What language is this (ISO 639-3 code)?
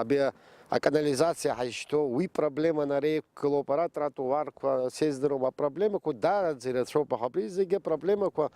abk